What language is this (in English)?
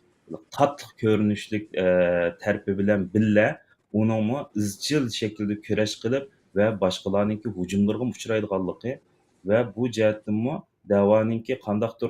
Uyghur